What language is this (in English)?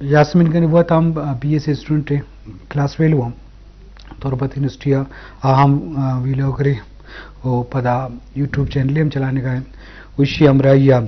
Eastern Balochi